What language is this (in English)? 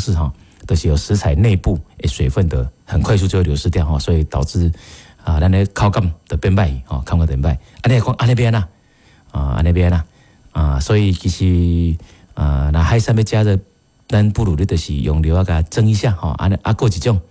Min Nan Chinese